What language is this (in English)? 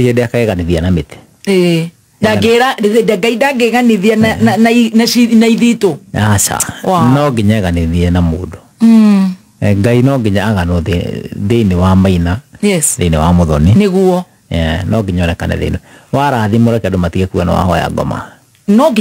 Kikuyu